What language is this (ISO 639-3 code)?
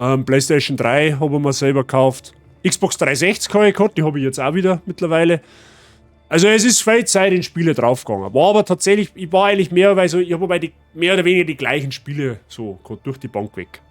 bar